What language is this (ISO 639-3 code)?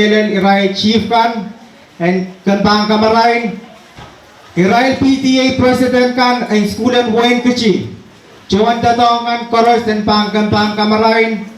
pon